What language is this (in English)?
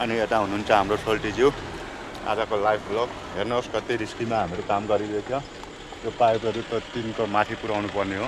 Nepali